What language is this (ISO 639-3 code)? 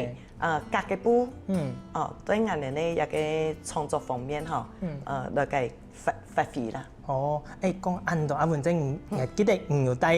hak